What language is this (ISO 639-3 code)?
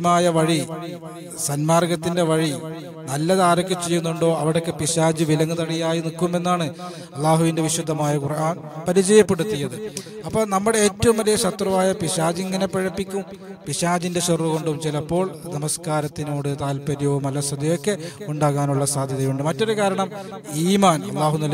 mal